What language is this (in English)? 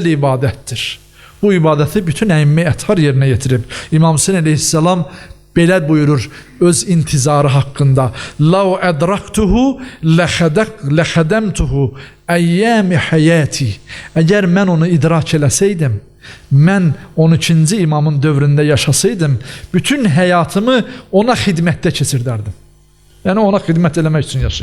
Azerbaijani